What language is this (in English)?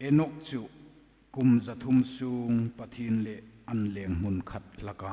Hmar